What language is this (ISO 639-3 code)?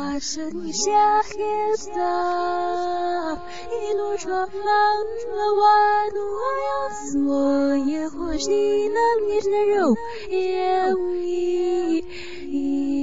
zho